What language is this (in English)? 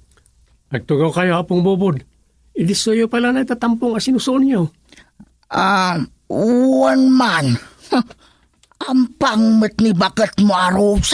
Iloko